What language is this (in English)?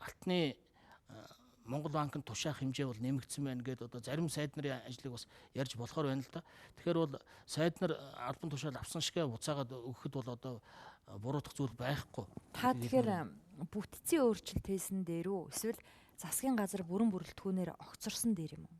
Mongolian